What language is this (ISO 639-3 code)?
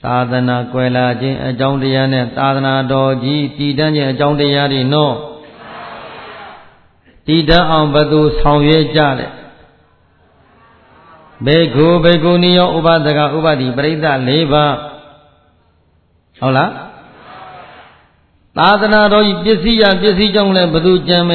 mya